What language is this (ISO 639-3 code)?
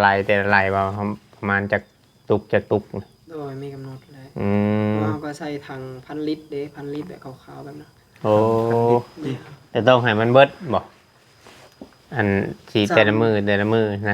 tts